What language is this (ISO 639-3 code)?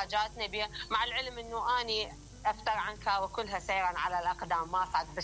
acm